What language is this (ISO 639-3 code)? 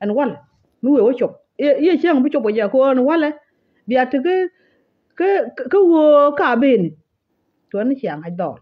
nus